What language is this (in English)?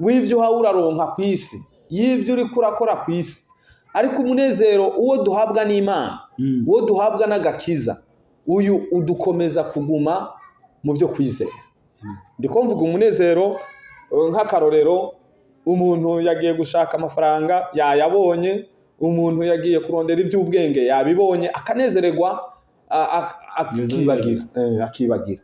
Rundi